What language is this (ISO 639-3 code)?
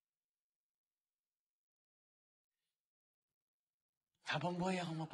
fil